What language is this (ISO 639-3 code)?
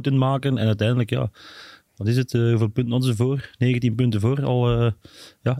nld